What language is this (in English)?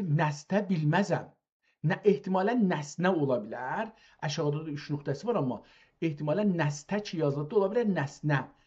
South Azerbaijani